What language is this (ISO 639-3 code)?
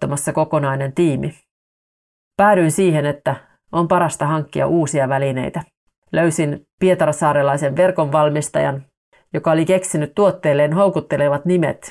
fin